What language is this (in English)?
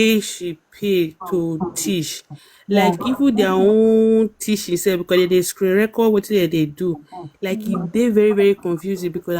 Nigerian Pidgin